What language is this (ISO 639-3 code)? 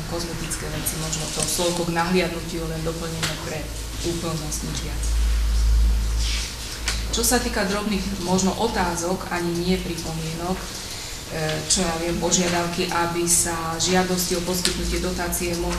slk